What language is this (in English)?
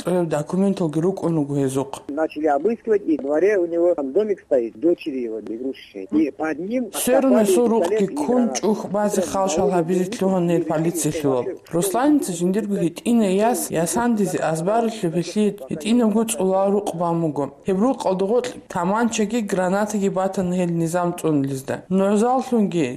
Avaric